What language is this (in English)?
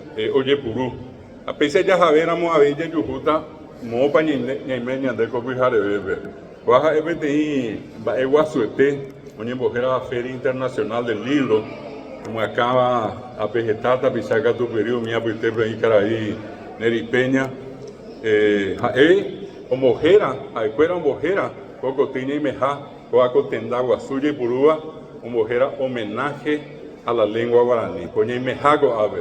Guarani